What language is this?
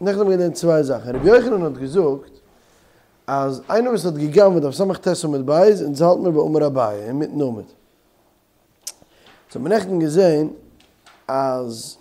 Yiddish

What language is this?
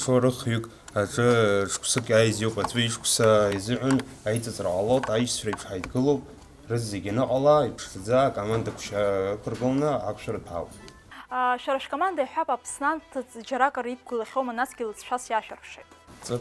Abkhazian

